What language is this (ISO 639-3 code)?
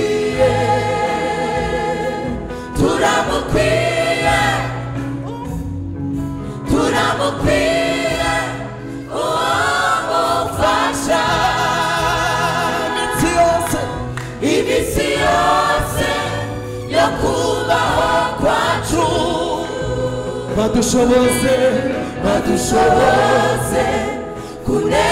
kin